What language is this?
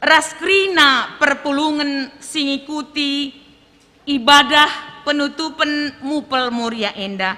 Batak Karo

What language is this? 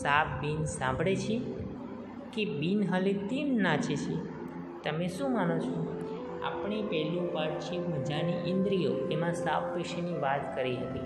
Gujarati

